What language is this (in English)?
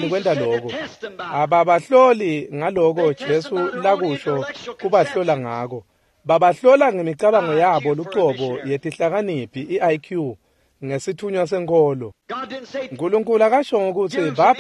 Swati